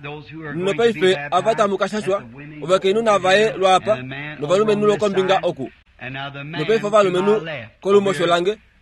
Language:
Kuanyama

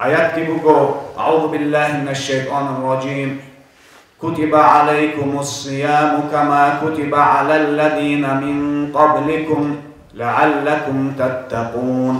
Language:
Avaric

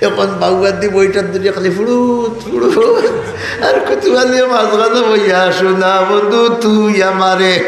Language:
Sylheti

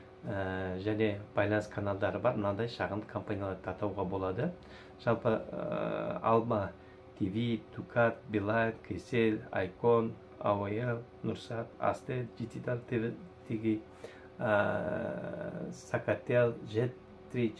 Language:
Kazakh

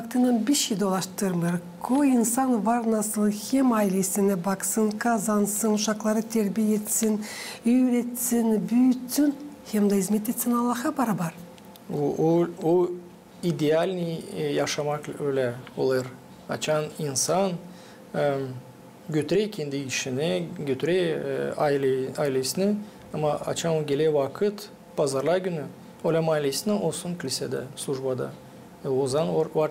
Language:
Gagauz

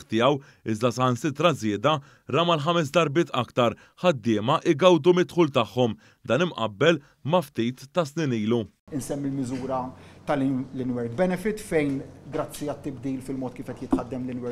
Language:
Maltese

